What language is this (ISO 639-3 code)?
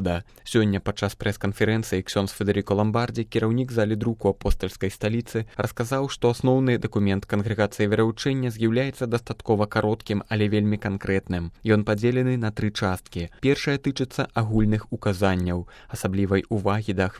bel